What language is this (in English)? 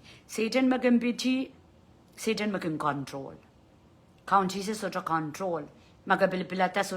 Pohnpeian